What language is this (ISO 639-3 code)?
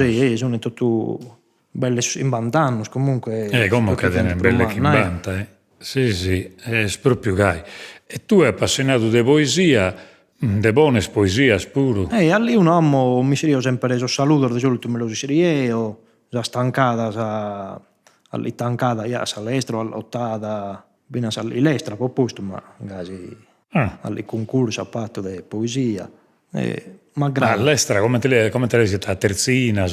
srd